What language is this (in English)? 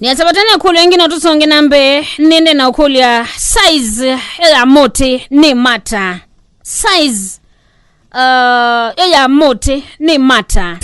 Kamba